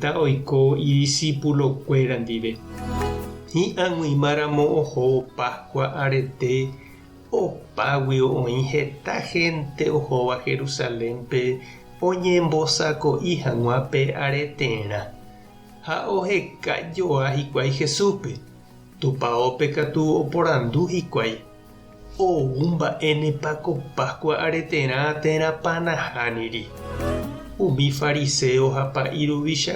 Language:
Guarani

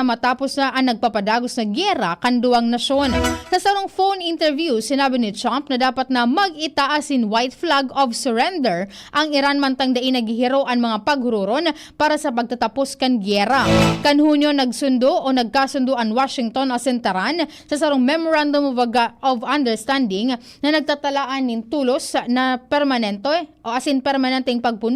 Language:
Bikol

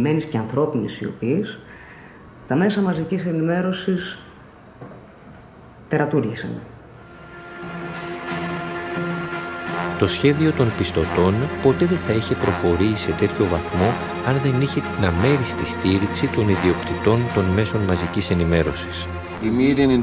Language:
Greek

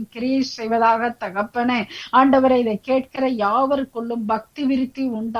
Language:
Tamil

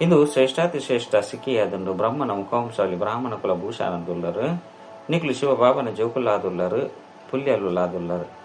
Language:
Tulu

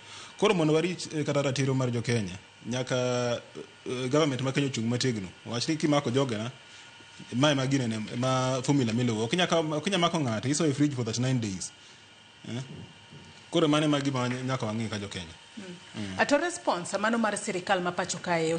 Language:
Luo (Kenya and Tanzania)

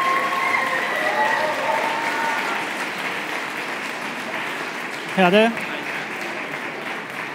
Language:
Estonian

